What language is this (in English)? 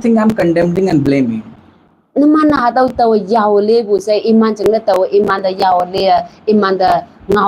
Konyak Naga